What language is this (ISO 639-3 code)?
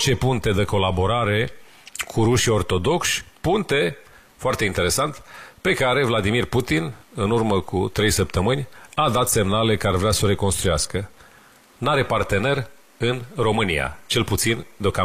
ron